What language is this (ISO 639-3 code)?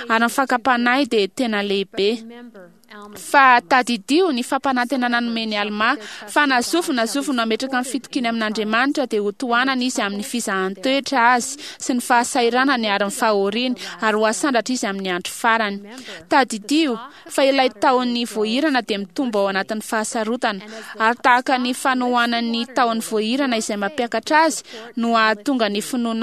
mlg